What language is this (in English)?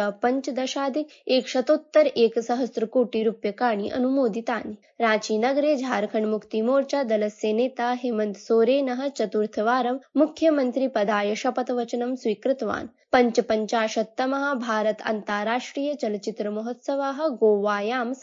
Sanskrit